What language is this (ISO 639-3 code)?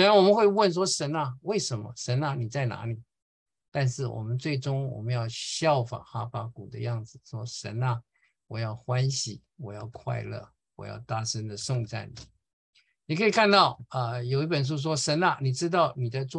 zho